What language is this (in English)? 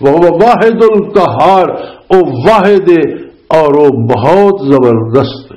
Western Panjabi